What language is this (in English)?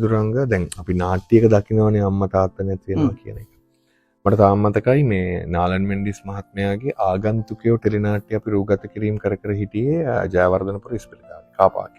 Sinhala